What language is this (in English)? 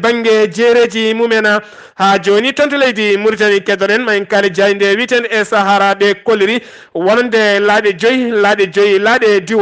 Fula